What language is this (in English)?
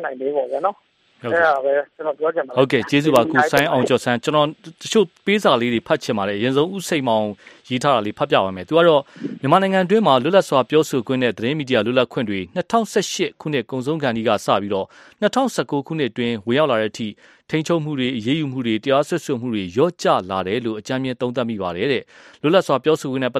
Burmese